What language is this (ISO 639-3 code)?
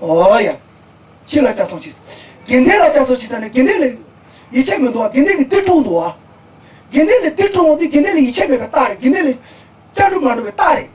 bod